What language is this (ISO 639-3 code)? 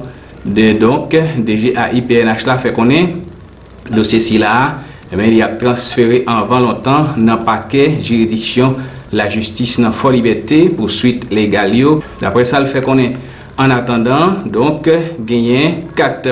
hat